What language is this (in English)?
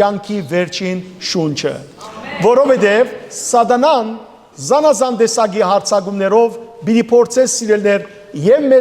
Western Armenian